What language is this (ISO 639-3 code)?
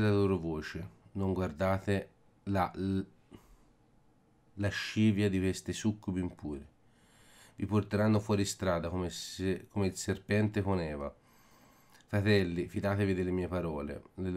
ita